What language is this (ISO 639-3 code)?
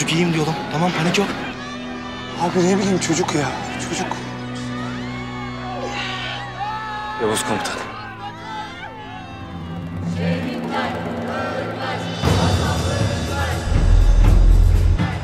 tur